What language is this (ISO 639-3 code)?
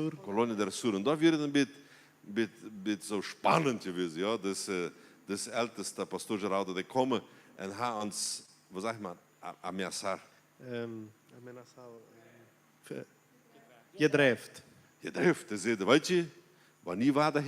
pdt